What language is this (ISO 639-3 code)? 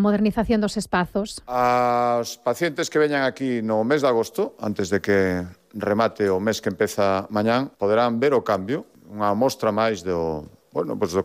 glg